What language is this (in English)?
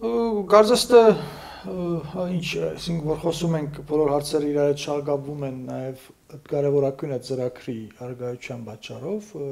Armenian